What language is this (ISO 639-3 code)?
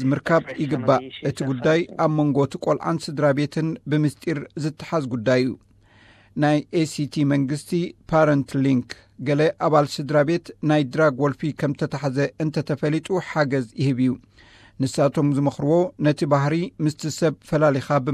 tir